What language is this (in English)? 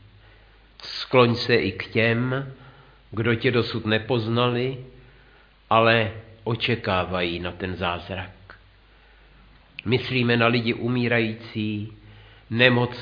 Czech